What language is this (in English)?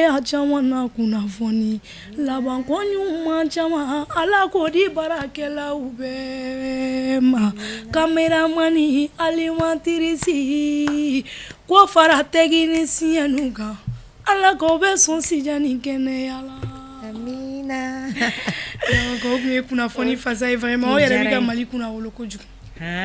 Bambara